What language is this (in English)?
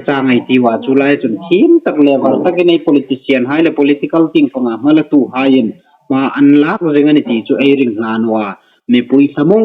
Hmar